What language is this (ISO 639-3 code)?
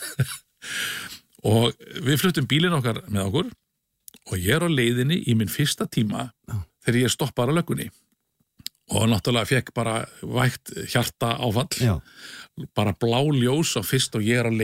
isl